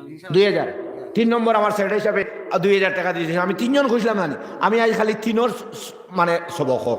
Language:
Sylheti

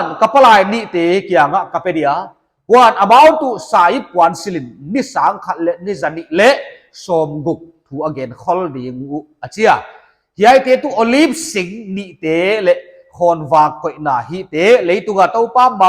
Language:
Paite Chin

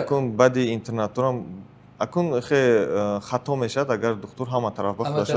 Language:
Tajik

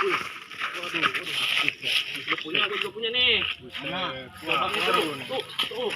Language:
Betawi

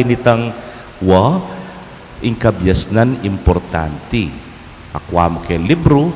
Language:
Pampanga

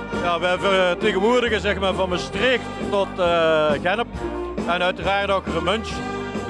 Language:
Limburgish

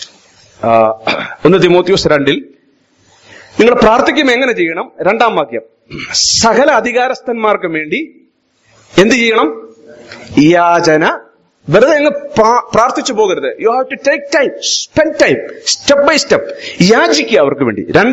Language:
Malayalam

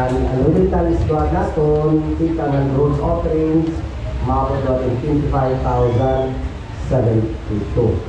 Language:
Waray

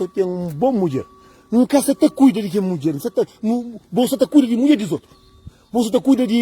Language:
Kabuverdianu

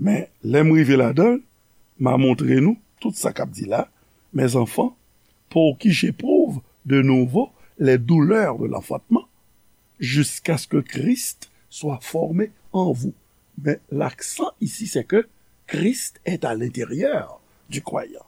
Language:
Haitian Creole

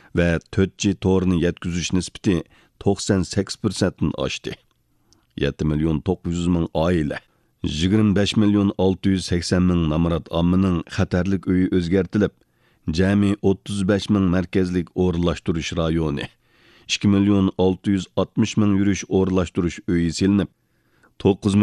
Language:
Uyghur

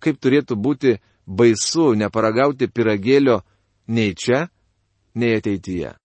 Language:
Lithuanian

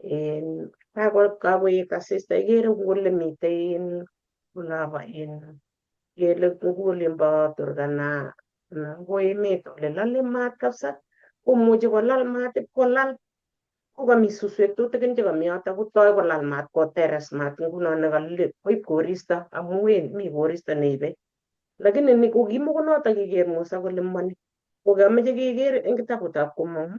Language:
Kalenjin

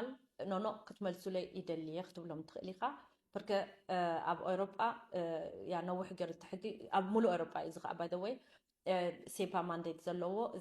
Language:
Tigrinya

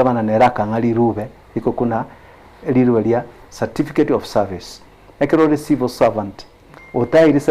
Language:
Gusii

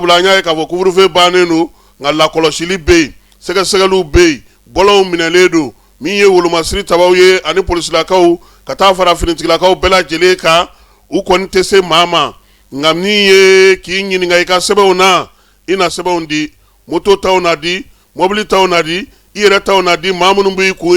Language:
Bambara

